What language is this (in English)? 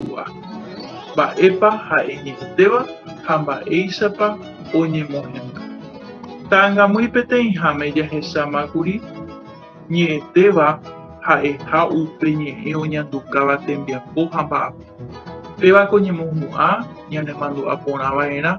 Guarani